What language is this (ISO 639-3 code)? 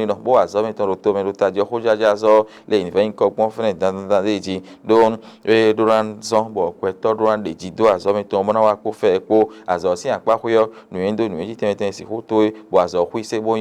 fon